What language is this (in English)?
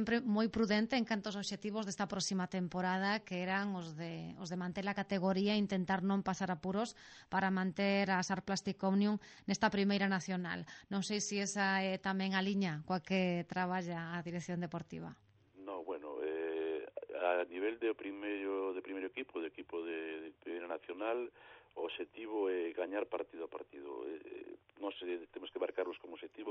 Galician